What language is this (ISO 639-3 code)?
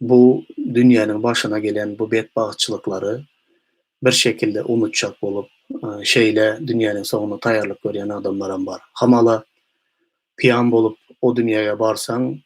tuk